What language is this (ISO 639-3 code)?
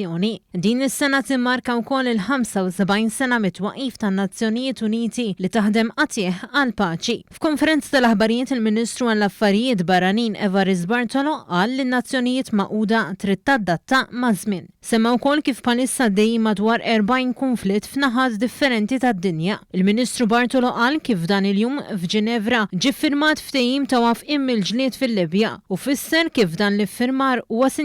mlt